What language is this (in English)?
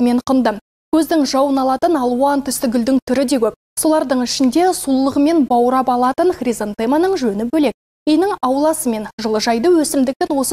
Kazakh